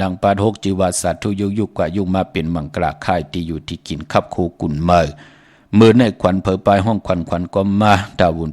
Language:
Shan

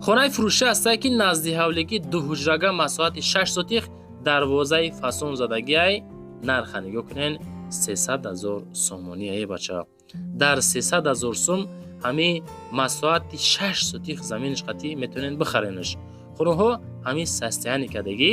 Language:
Tajik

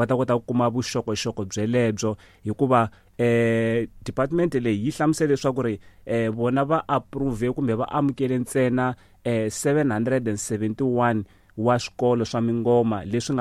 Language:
Tsonga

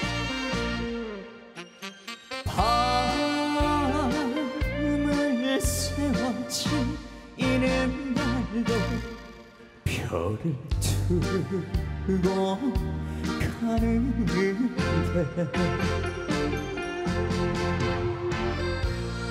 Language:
Korean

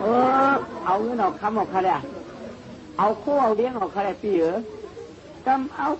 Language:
Shan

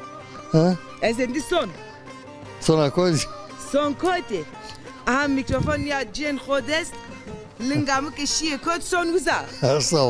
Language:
Zaza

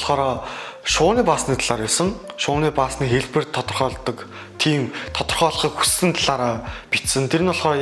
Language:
Mongolian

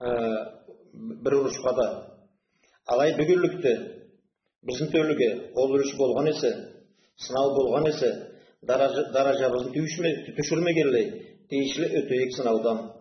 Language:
Karachay-Balkar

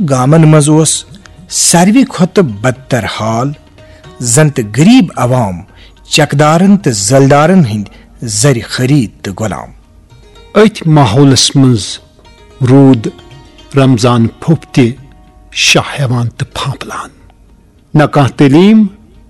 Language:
Kashmiri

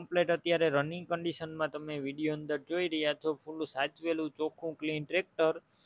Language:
Gujarati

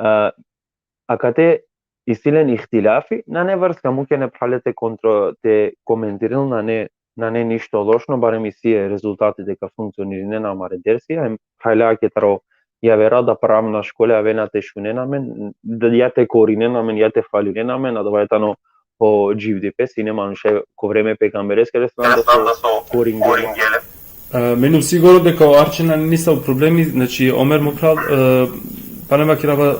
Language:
Balkan Romani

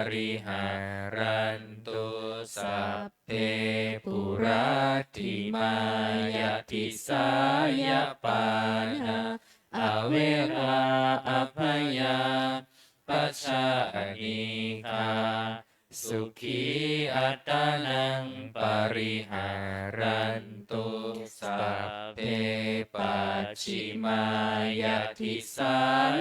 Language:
Pali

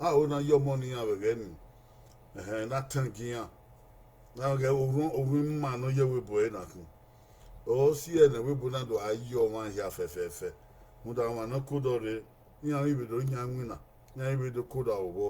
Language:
Bini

